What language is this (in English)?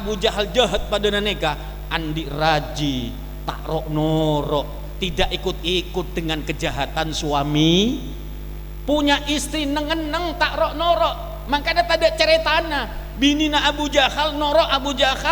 Madurese